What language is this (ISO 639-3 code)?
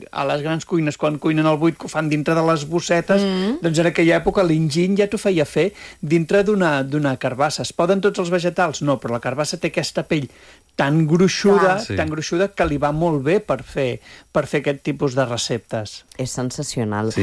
cat